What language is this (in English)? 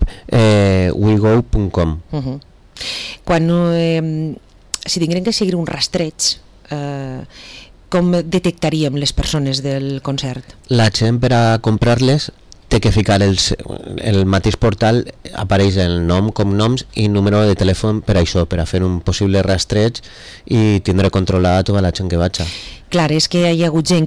Catalan